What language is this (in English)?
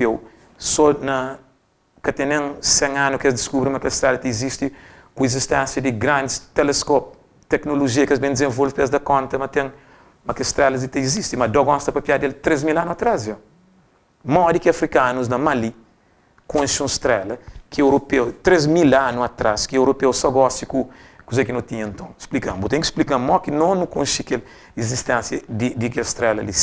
Kabuverdianu